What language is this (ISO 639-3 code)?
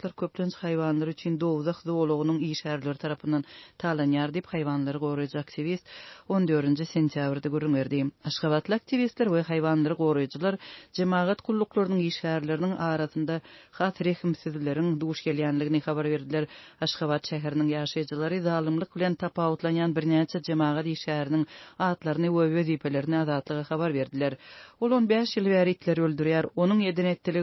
tuk